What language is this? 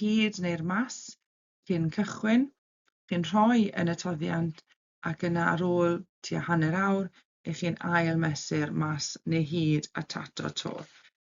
Welsh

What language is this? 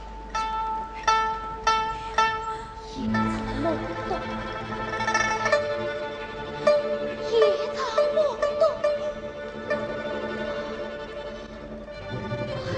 Chinese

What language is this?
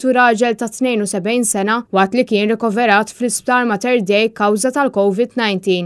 Maltese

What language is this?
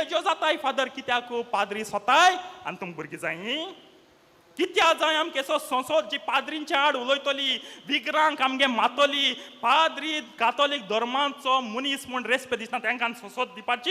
Konkani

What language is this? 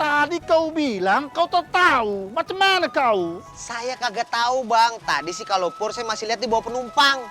Betawi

